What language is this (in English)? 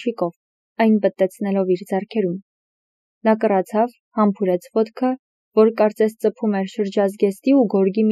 Armenian